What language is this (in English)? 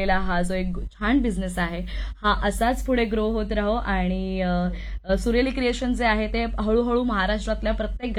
Marathi